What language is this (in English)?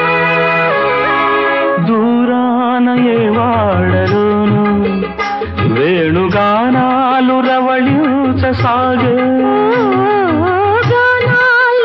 Telugu